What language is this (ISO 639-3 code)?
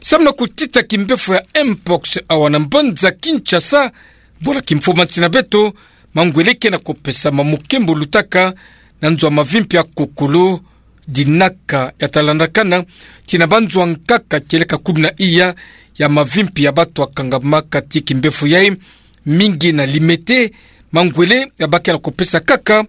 ktu